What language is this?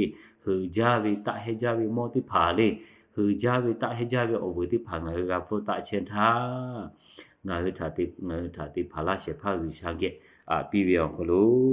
Lahu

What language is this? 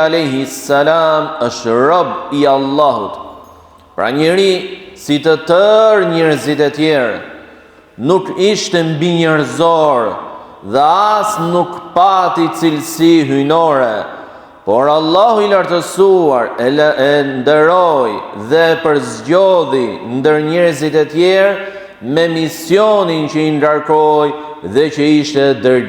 Albanian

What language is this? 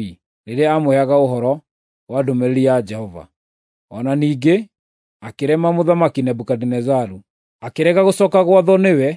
Kikuyu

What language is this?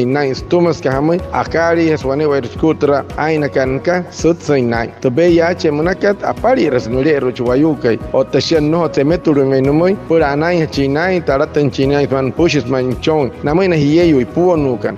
Wayuu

